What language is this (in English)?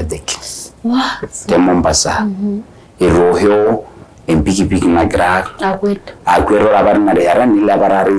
Masai